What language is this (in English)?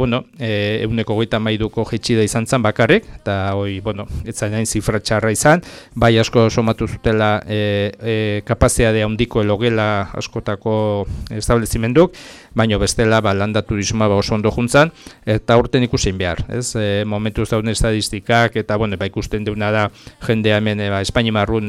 Basque